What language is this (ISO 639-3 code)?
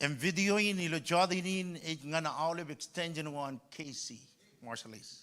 mah